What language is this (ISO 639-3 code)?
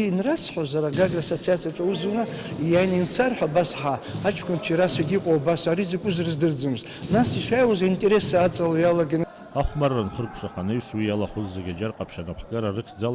abk